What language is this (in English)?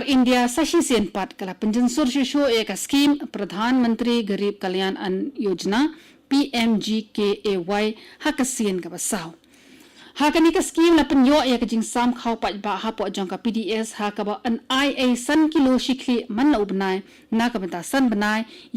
Khasi